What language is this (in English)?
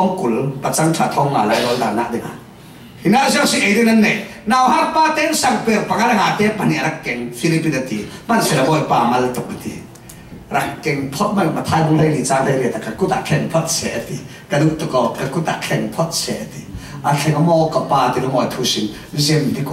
Falam Chin